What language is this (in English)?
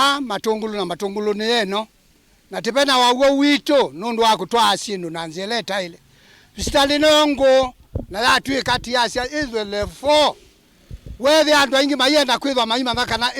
Kamba